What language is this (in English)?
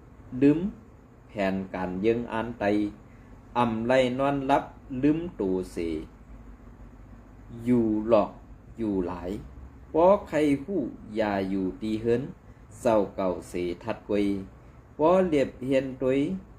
Shan